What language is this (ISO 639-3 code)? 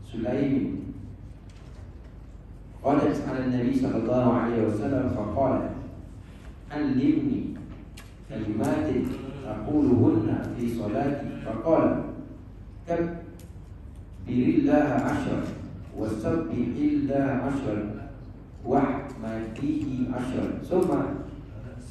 msa